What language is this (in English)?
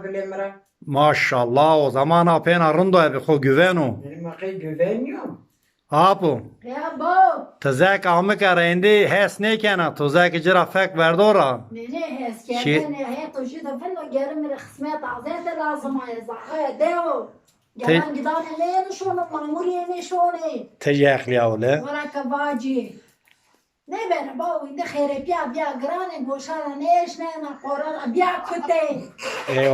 Zaza